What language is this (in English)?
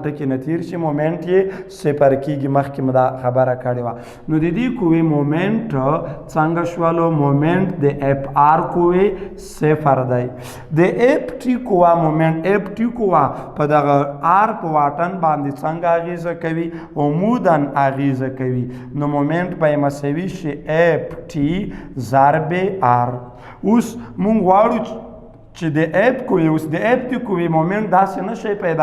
Pashto